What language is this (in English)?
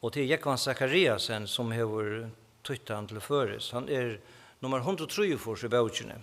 Faroese